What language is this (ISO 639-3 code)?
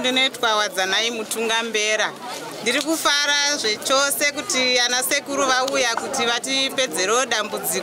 sna